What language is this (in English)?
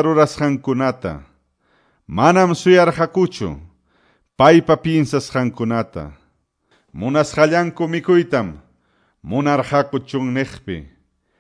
Quechua